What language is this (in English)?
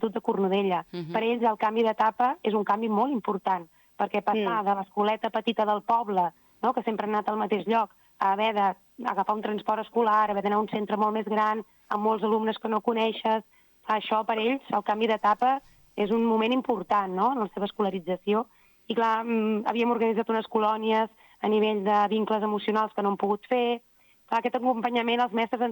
Catalan